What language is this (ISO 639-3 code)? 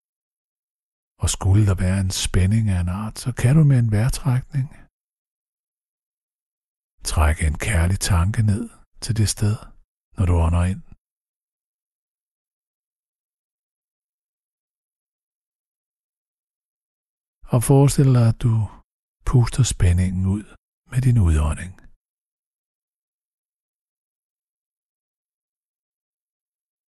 dan